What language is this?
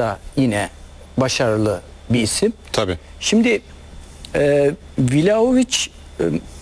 Turkish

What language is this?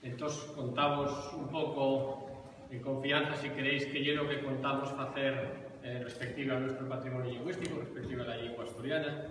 Asturian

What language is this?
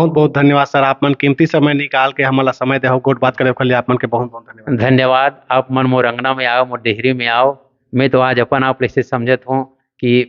Chhattisgarhi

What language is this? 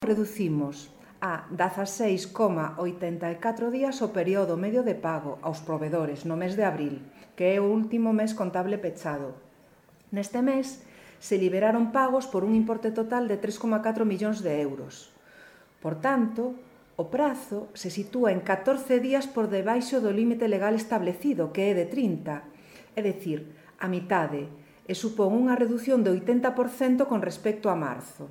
Galician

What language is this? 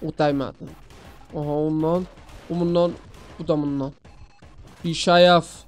South Azerbaijani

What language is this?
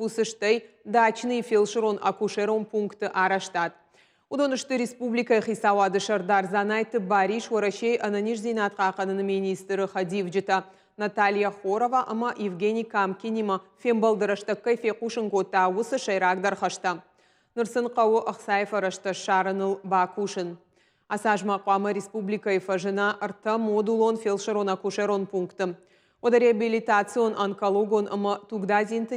Ossetic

